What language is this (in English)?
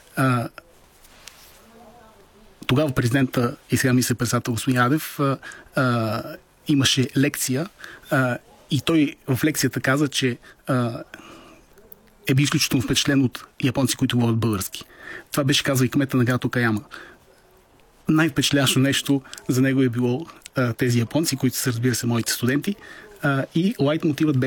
Bulgarian